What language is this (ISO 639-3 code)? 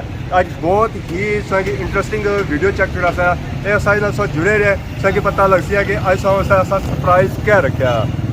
phr